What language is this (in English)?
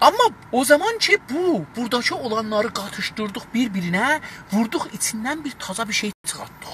South Azerbaijani